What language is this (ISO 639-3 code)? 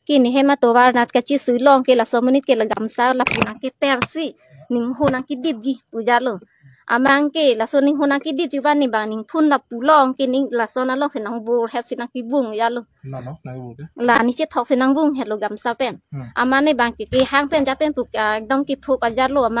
mjw